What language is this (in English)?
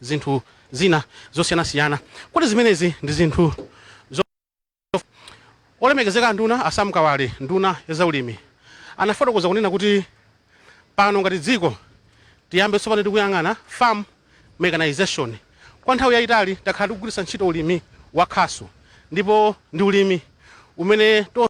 Nyanja